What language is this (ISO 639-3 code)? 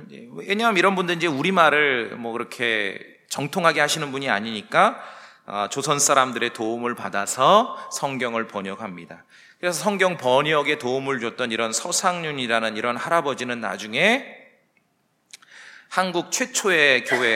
kor